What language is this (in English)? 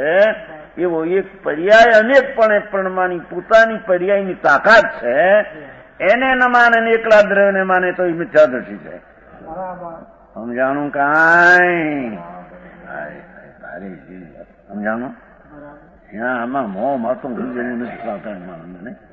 Gujarati